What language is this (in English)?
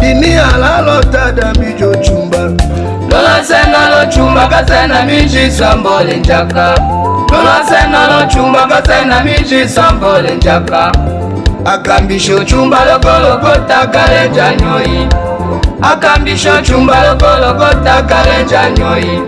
Tetela